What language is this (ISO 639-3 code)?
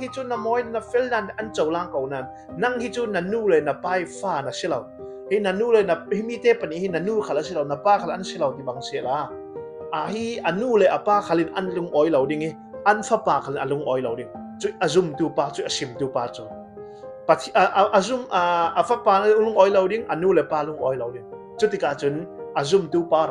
cfm